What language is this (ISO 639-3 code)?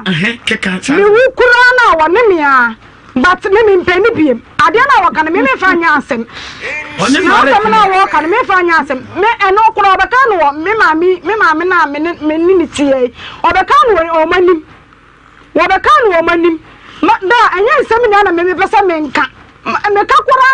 aka